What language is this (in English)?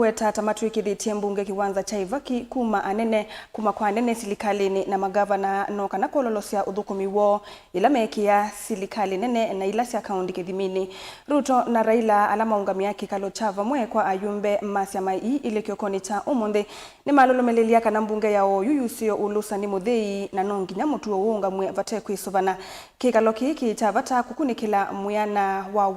Kamba